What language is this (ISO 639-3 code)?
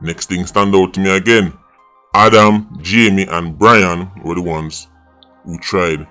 jam